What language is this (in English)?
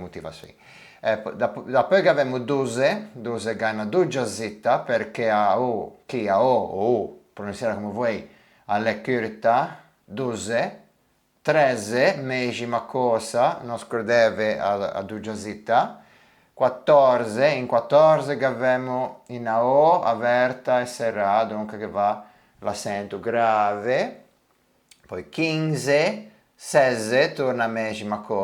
Ligurian